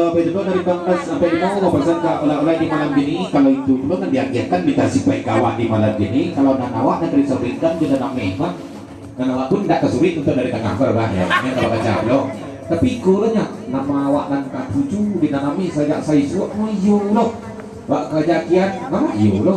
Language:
Minangkabau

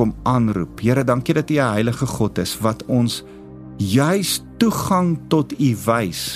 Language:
Afrikaans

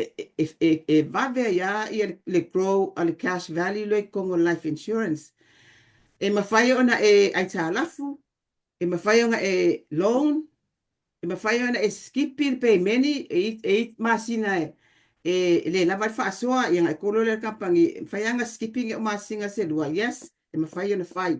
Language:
Samoan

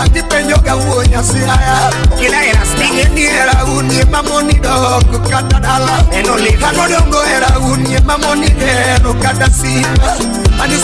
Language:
Luo (Kenya and Tanzania)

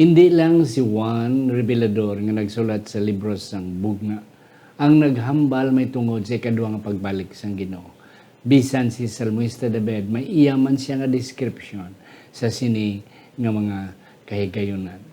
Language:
Hiligaynon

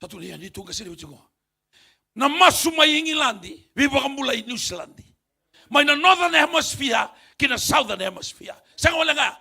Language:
Fijian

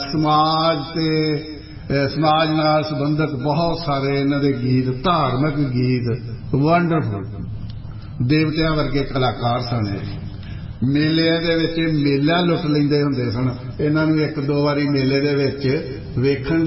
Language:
Punjabi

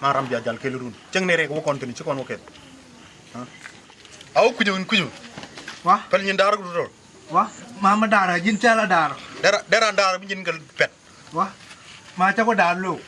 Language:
Nuer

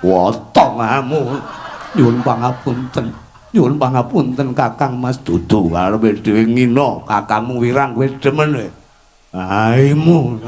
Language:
Javanese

